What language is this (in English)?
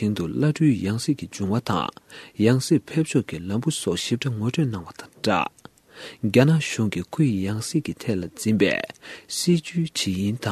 Tibetan